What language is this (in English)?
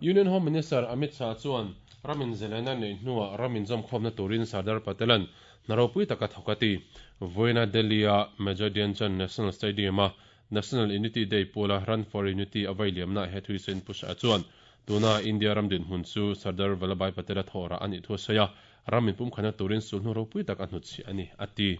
Mizo